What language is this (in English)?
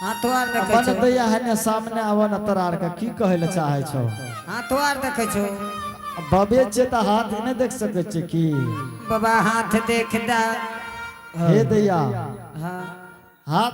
Angika